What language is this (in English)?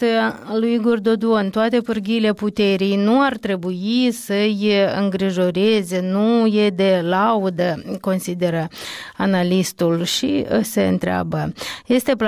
Romanian